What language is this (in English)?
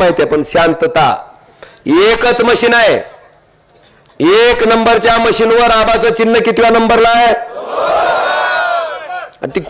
Marathi